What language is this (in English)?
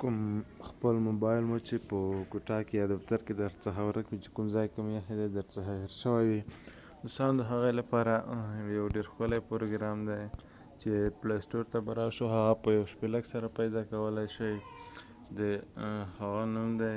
Pashto